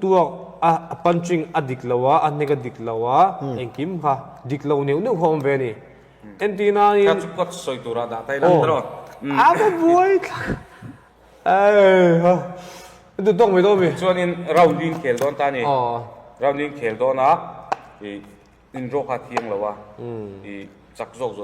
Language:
Mizo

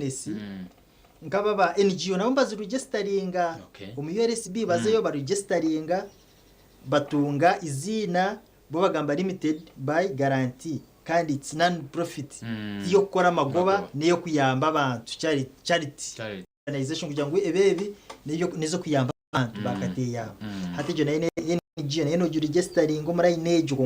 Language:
Nyankole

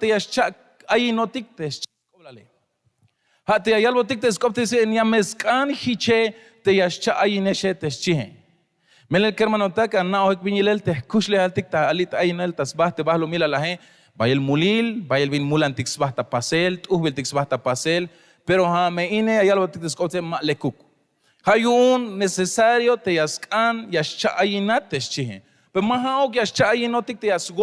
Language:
Tzeltal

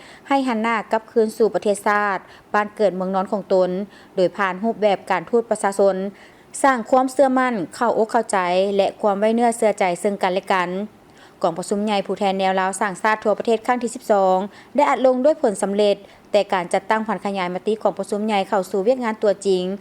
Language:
Lao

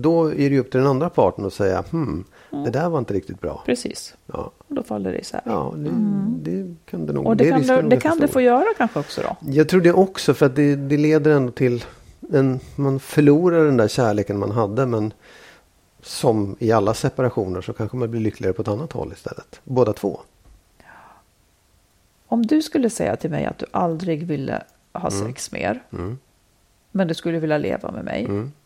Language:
Swedish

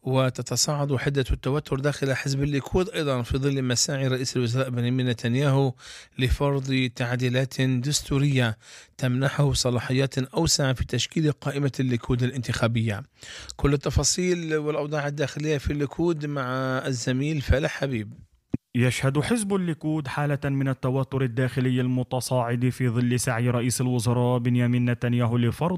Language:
Arabic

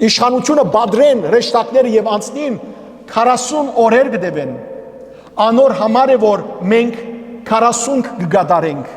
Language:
Western Armenian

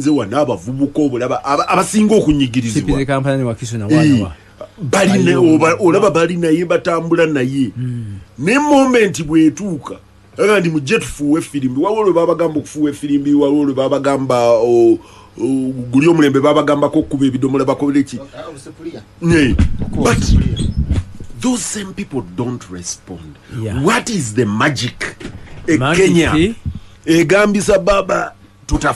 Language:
Ganda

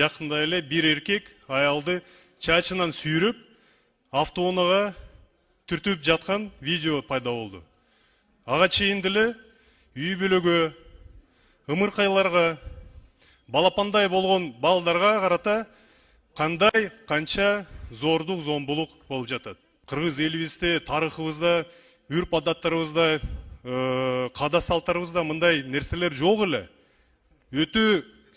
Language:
Kyrgyz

